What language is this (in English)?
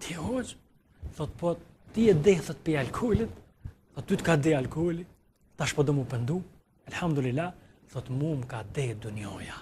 Albanian